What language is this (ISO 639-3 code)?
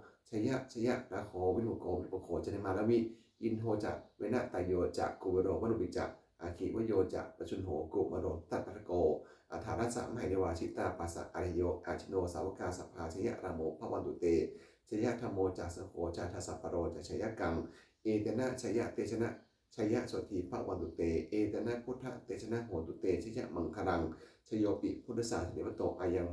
pli